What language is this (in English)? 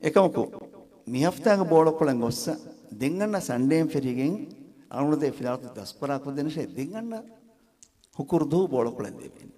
Divehi